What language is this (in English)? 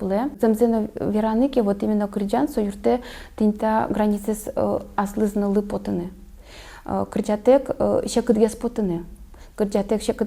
Udmurt